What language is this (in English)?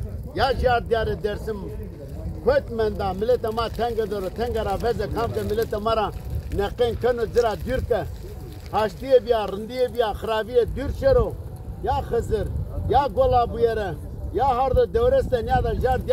Zaza